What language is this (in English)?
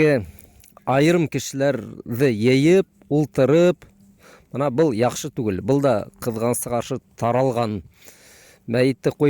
Bashkir